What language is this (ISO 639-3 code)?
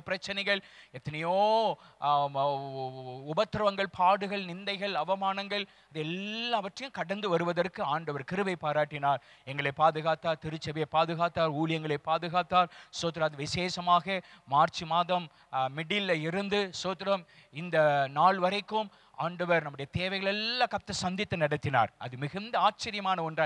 tam